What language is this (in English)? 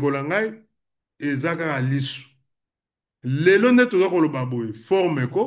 Lingala